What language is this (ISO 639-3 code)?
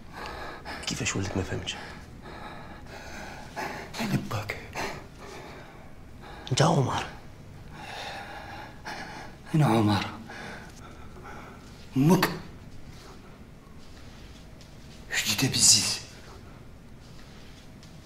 ary